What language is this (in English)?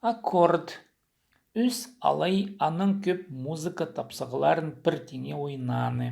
Khakas